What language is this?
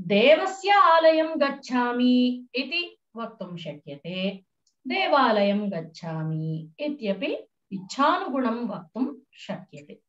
Sanskrit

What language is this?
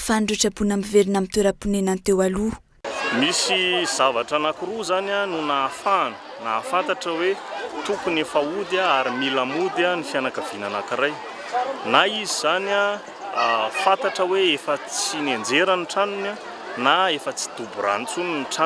Malagasy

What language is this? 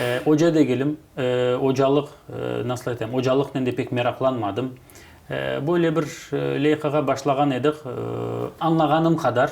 Crimean Tatar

